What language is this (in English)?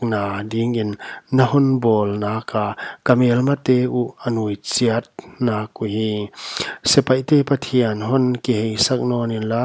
Paite Chin